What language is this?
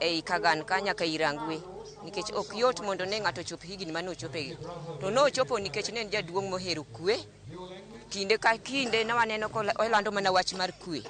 Luo (Kenya and Tanzania)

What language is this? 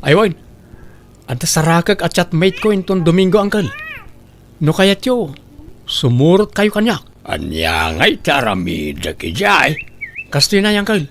Iloko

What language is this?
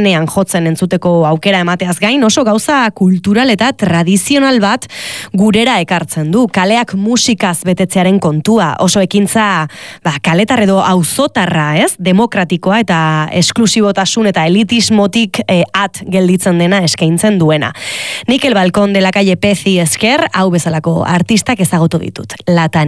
Basque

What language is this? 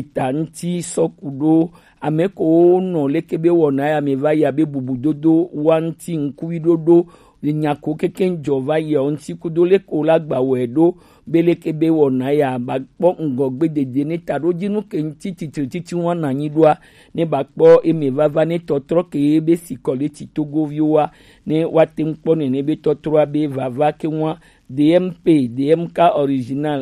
Gen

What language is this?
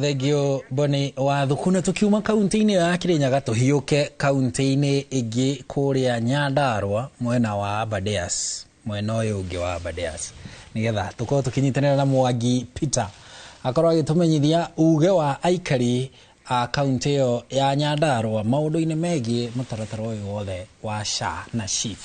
Kikuyu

